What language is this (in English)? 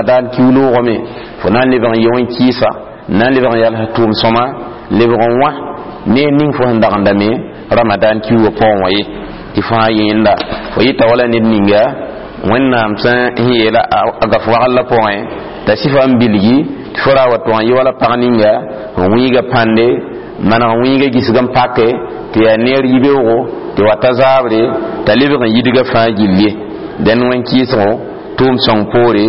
Mossi